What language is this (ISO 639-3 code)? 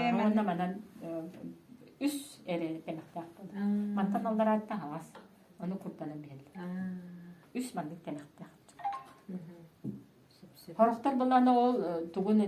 sah